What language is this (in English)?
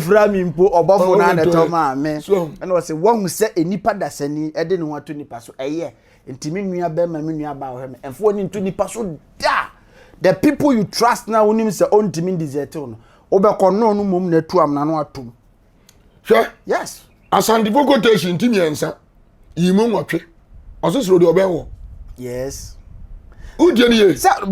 Akan